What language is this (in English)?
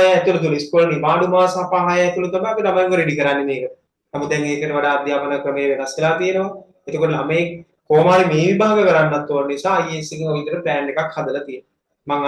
Sinhala